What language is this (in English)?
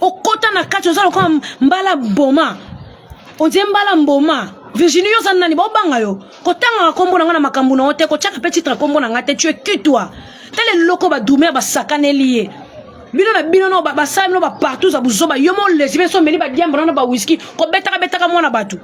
Lingala